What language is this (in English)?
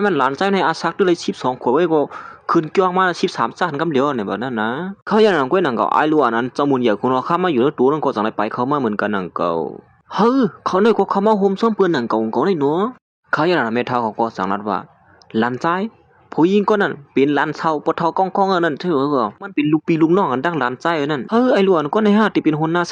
Shan